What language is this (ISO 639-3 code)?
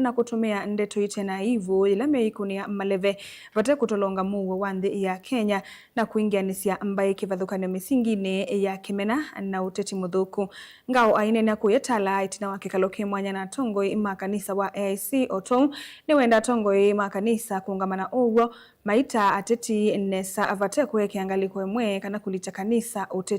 kam